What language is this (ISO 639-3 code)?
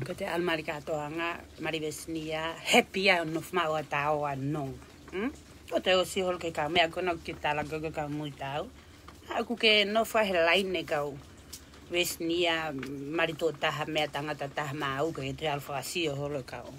ton